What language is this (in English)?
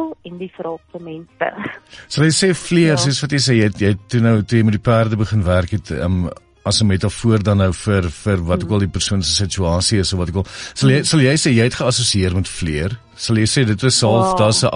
Afrikaans